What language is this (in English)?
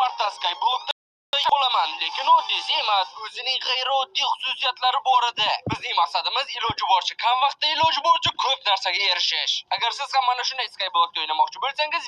Uzbek